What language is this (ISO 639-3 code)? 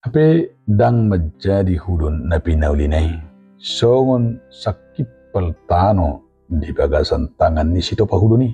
bbc